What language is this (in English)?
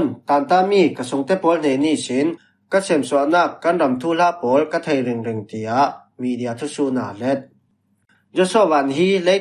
Falam Chin